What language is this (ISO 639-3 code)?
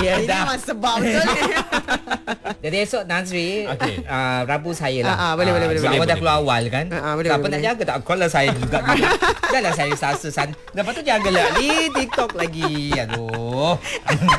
msa